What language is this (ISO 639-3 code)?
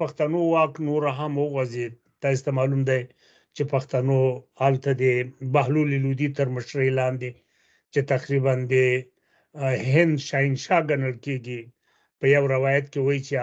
pus